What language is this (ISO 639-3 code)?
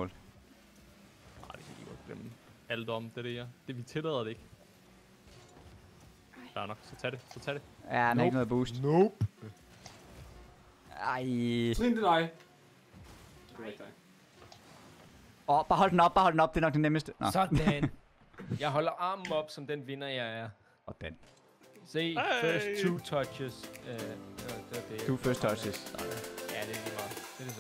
dan